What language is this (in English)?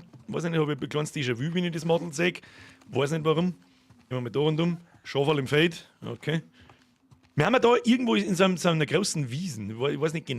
Bavarian